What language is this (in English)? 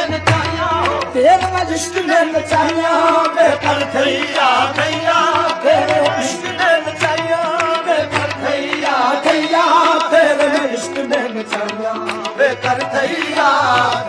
Punjabi